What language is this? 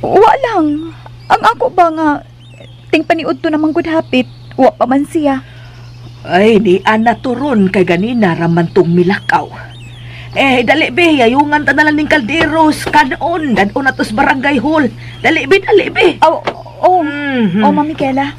Cebuano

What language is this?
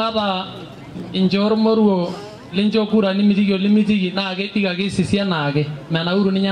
Masai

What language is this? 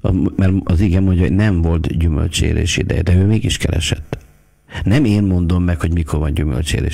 Hungarian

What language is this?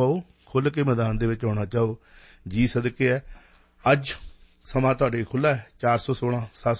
Punjabi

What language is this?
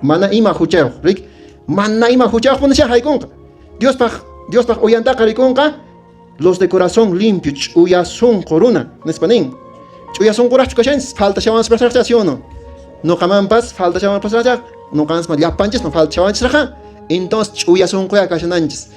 Quechua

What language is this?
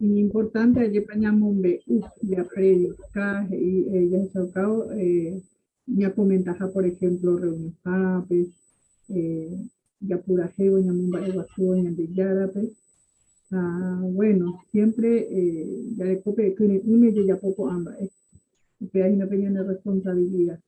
Guarani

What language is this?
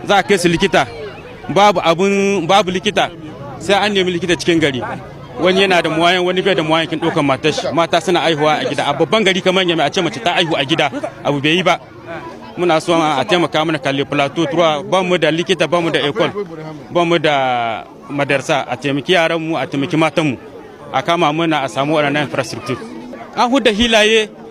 Hausa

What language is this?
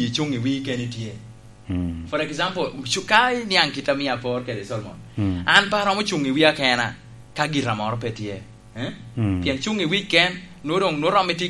Lango (Uganda)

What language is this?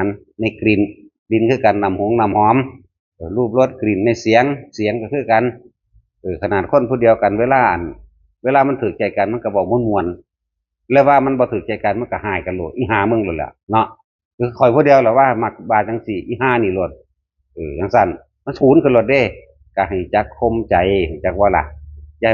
Northeastern Thai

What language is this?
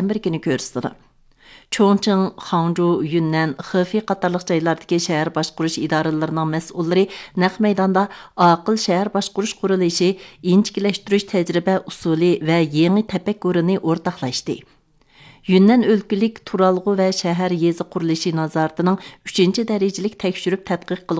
Uyghur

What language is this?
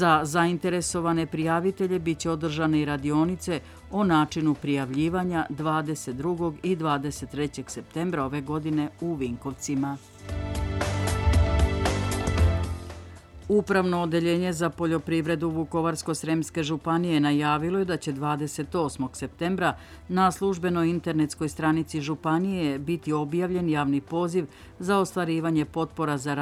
Serbian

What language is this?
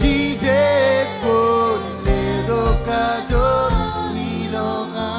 Marshallese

